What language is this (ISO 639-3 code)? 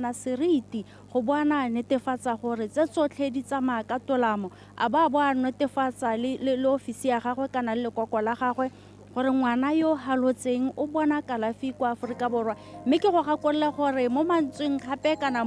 tsn